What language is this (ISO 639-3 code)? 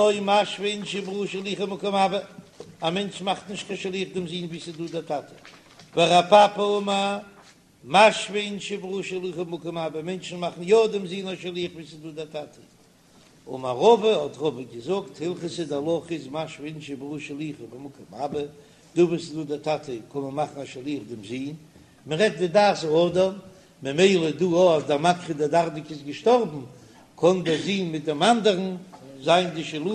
yid